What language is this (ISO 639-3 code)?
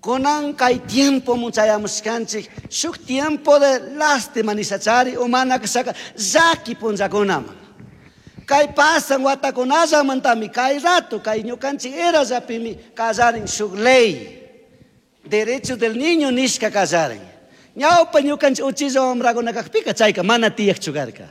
qug